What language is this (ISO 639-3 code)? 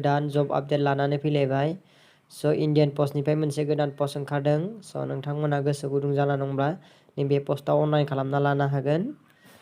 brx